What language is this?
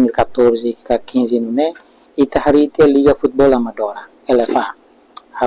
Tetum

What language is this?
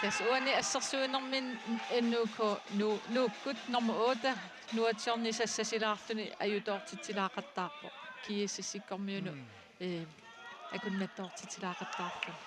Kalaallisut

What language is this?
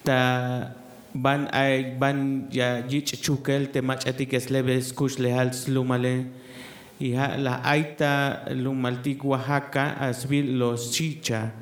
Tzeltal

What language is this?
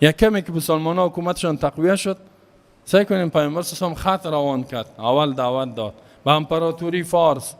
Persian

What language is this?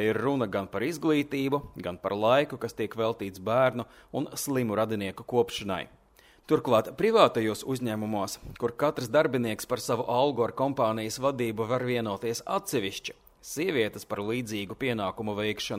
Latvian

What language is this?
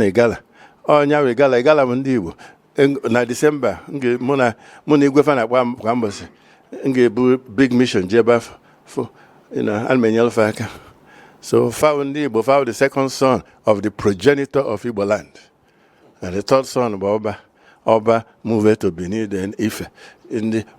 Igbo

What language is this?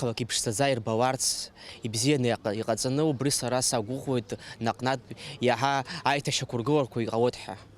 Abkhazian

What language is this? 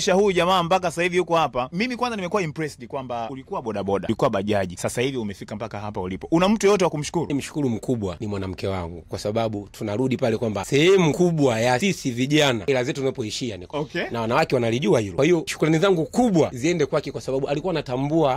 Swahili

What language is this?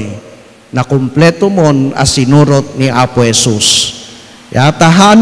Iloko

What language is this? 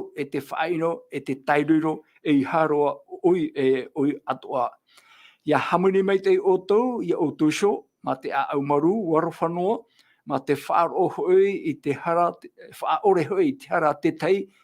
Tahitian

